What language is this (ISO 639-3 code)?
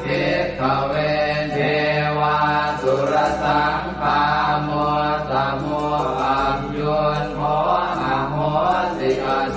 pli